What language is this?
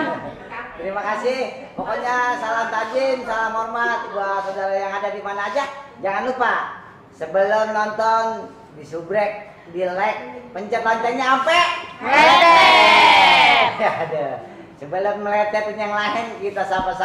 Betawi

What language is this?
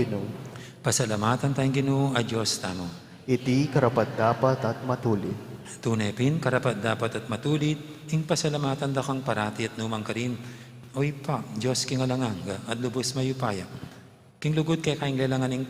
Pampanga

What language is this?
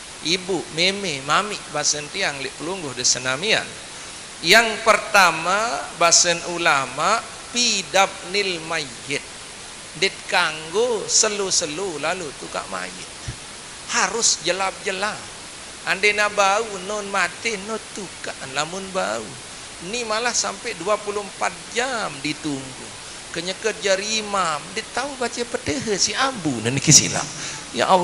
Sasak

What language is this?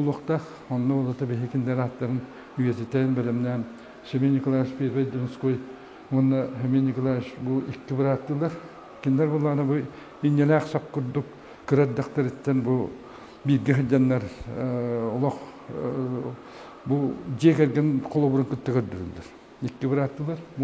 Yakut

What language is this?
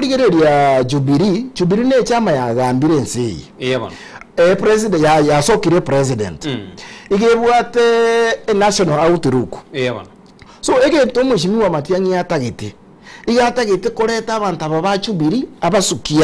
Gusii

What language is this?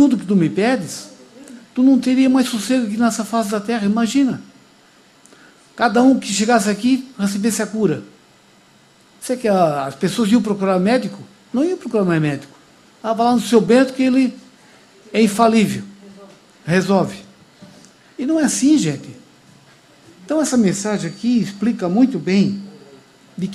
Portuguese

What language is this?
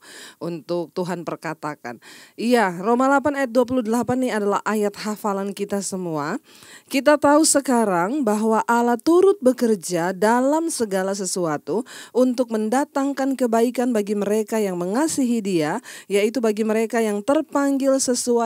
Indonesian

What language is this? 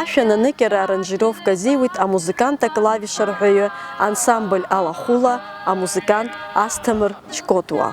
Abkhazian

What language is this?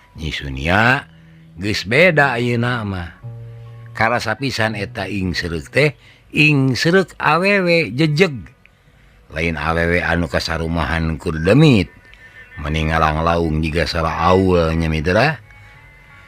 Sundanese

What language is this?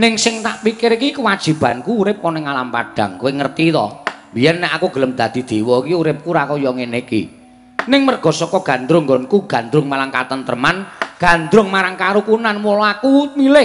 Javanese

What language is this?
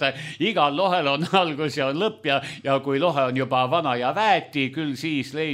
Estonian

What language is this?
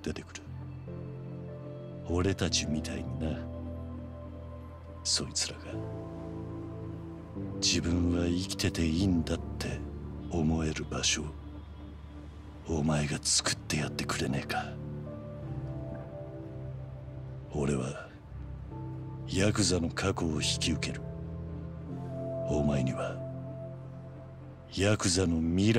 Japanese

